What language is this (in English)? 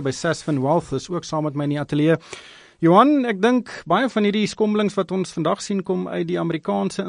Afrikaans